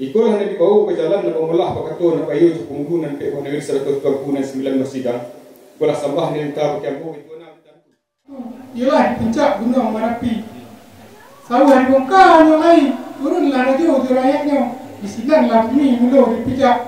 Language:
Minangkabau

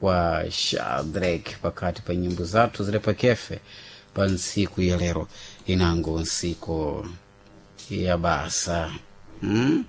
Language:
Sena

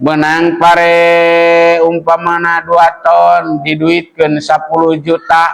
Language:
Sundanese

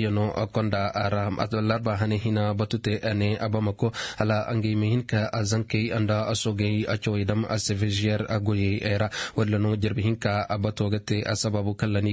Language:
Koyraboro Senni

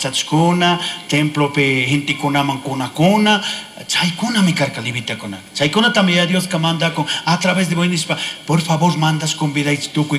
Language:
Chimborazo Highland Quichua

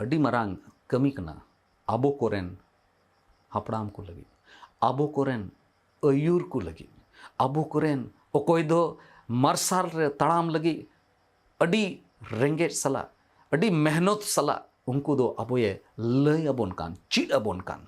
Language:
Santali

